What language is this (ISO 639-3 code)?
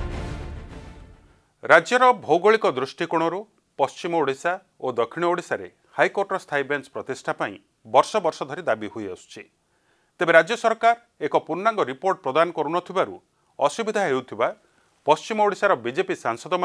ori